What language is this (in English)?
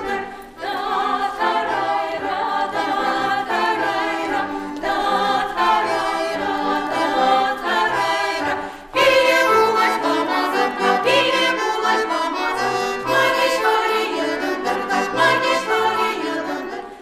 Chuvash